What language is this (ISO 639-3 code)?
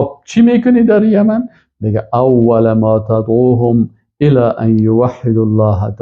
fas